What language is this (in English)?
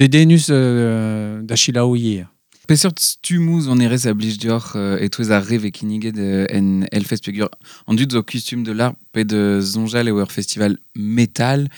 Breton